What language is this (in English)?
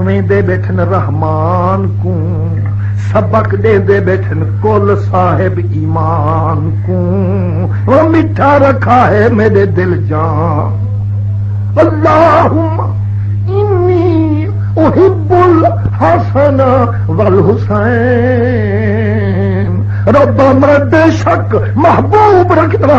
Saraiki